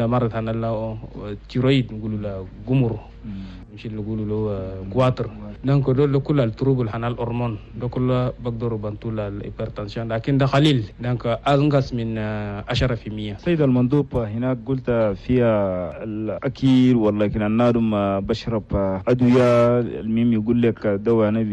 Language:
Chadian Arabic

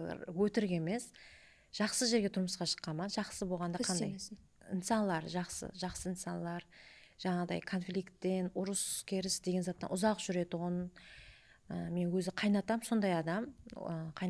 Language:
Kara-Kalpak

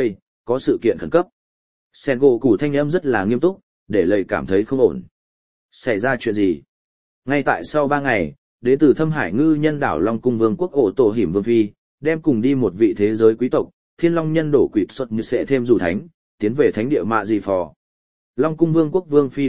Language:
Vietnamese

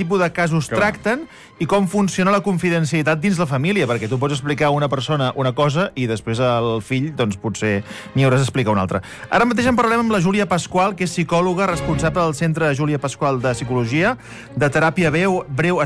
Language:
Catalan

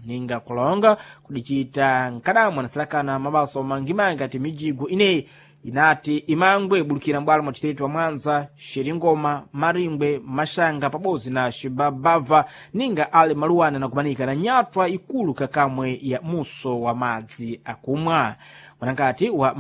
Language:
Sena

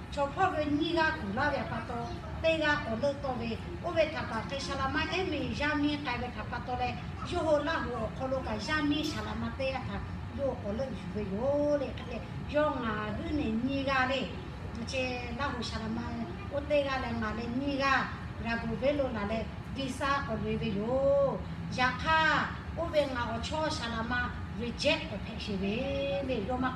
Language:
Lahu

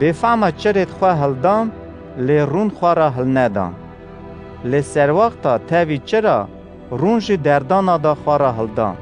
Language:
Kurdish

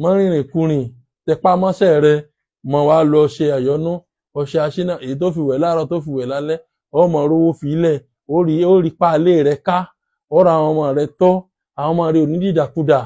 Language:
Yoruba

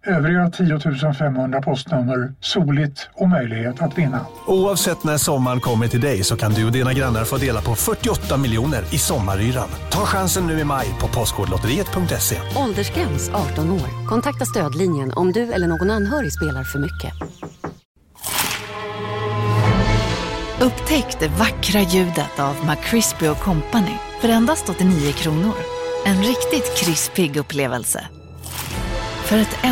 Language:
Swedish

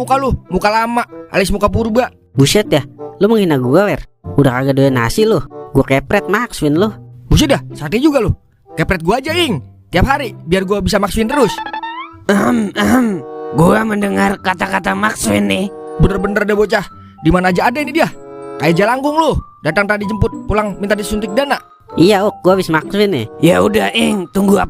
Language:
Betawi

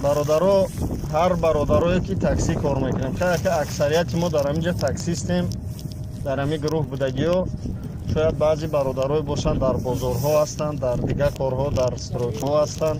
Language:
Tajik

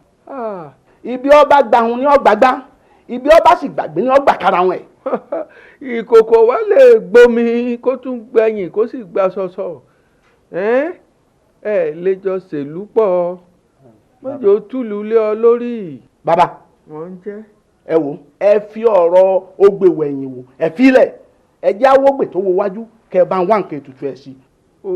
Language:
Yoruba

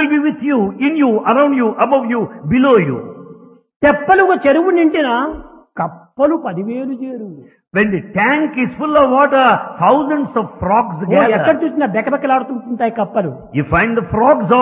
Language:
Telugu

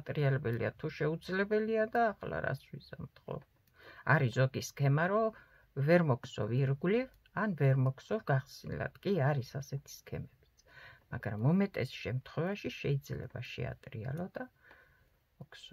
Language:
Georgian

